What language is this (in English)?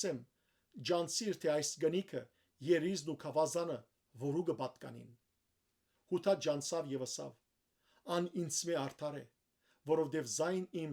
Western Armenian